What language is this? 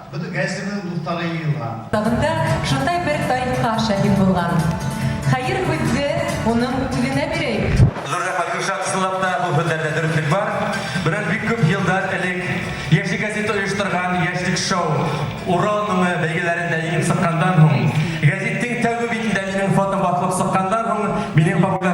Bashkir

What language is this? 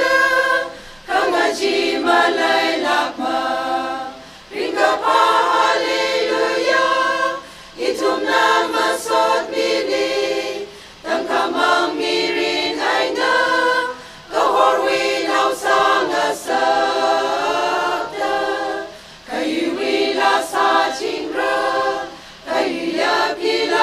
Tangkhul Naga (India)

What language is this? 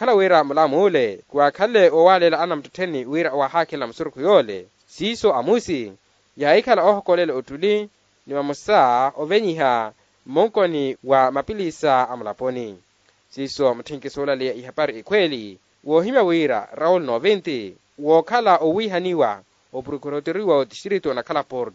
Makhuwa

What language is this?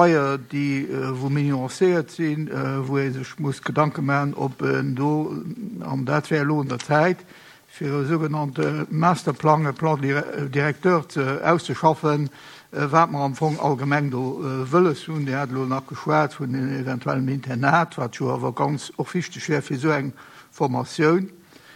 Luxembourgish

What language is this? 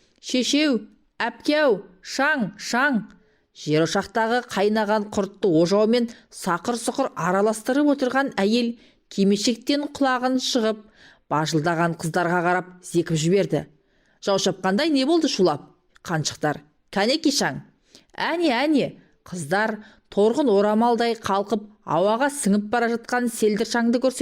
Kazakh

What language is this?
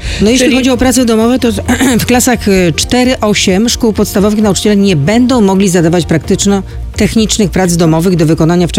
Polish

